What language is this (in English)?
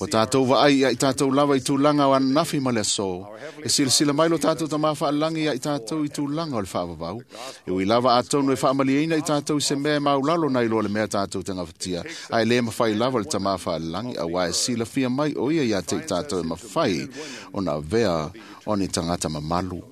Samoan